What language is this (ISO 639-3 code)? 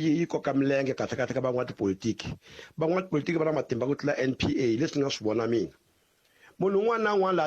tso